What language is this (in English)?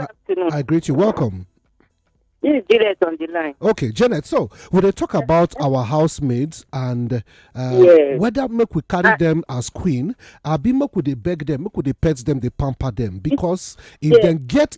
Nigerian Pidgin